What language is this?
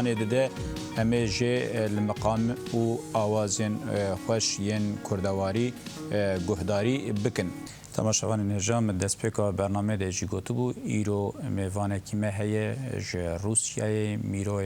Kurdish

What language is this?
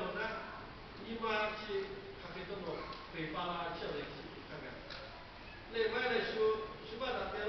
Lahu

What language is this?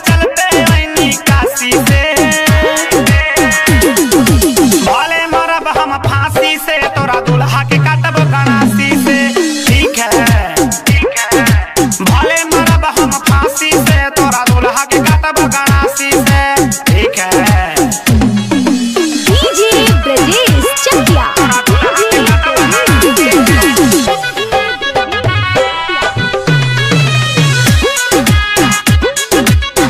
Bhojpuri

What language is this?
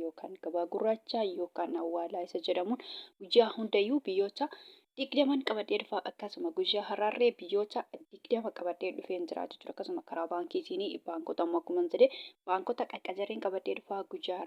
Oromo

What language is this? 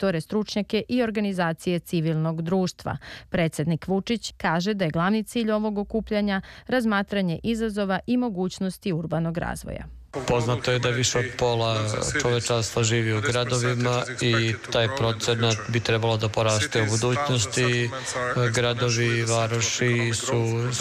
Serbian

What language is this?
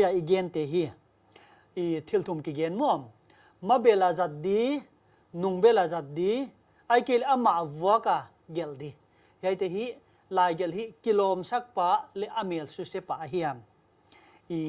Paite Chin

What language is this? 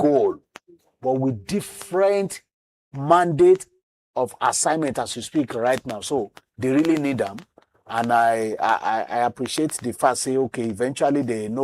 Nigerian Pidgin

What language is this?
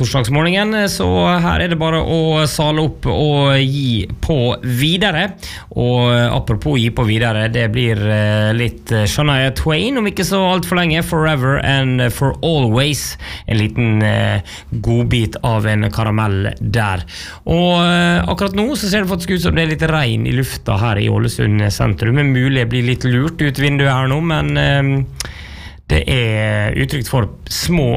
Norwegian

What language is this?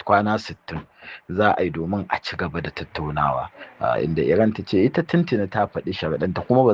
Hausa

